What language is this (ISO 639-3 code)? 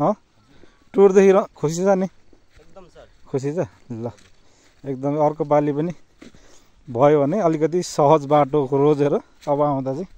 nep